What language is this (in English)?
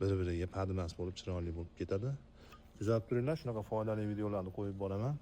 Uzbek